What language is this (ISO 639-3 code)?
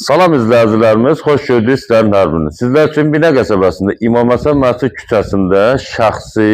aze